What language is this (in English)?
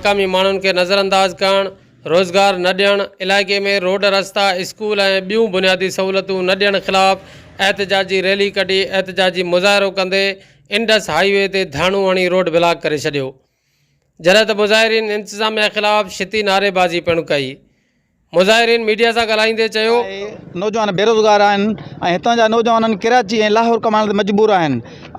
Sindhi